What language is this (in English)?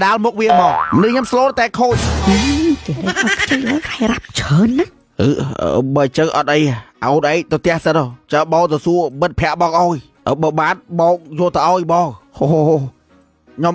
Khmer